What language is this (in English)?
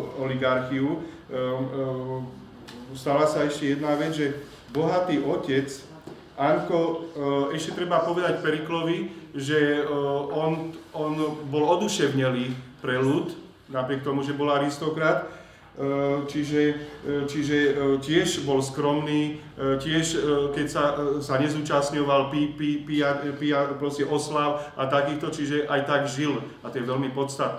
Slovak